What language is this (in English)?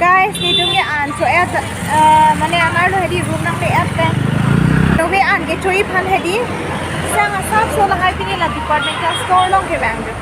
Karbi